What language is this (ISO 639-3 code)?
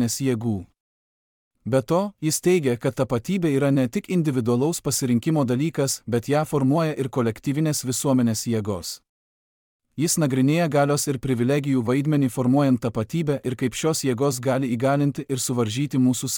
lit